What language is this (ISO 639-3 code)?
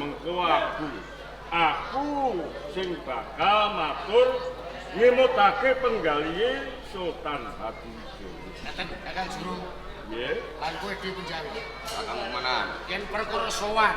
jav